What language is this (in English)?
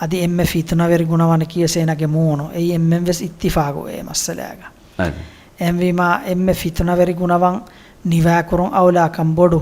Divehi